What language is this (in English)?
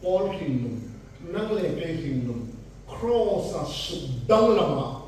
Hmar